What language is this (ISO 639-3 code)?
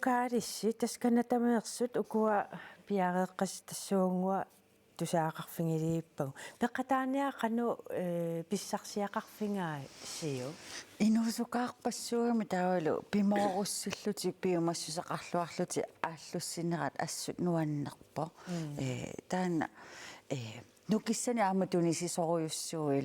kal